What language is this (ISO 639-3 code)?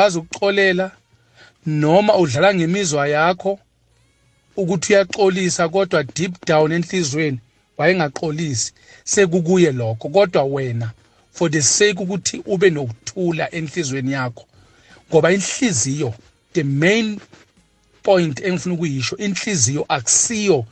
nbl